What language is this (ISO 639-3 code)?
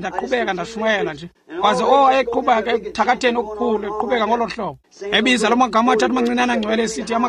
xho